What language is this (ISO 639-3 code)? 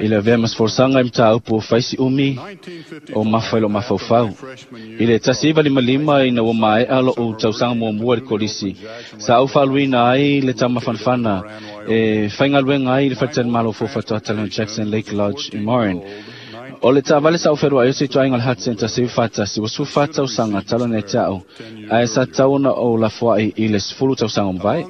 smo